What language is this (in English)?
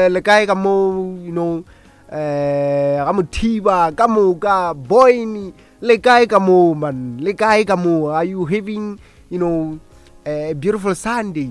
Northern Sotho